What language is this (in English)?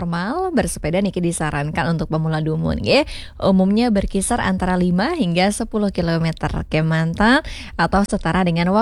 Balinese